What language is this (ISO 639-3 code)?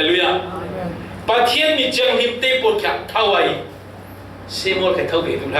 cfm